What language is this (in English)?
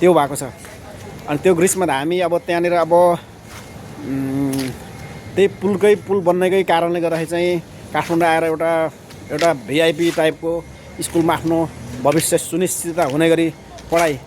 Nepali